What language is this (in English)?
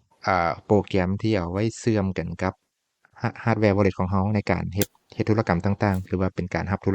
Lao